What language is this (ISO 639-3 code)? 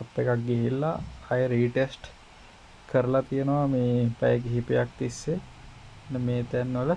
sin